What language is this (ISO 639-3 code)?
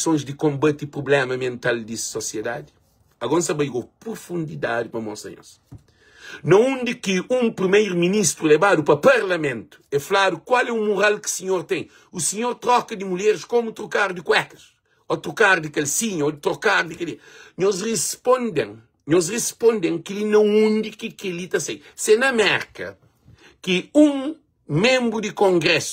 kea